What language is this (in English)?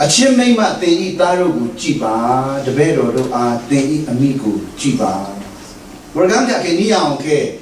Rawang